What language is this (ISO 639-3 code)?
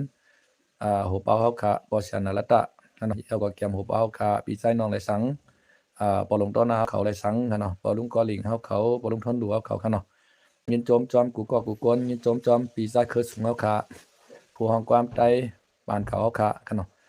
shn